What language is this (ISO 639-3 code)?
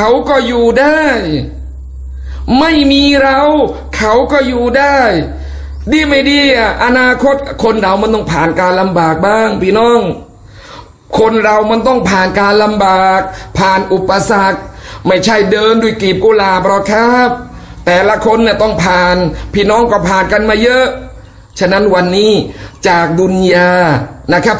tha